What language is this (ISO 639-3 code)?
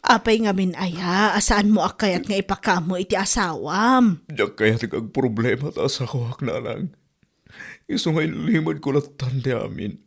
ilo